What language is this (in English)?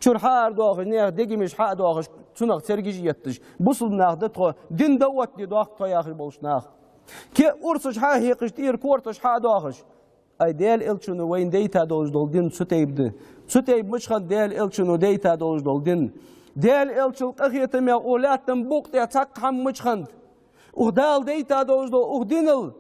Ingush